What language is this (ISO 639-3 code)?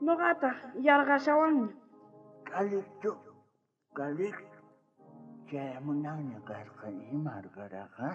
quh